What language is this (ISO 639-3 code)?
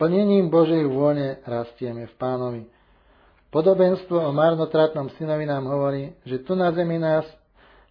slk